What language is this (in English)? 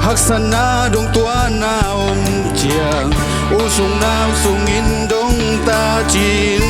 Tedim Chin